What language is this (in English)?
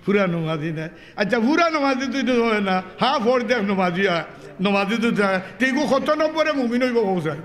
Sylheti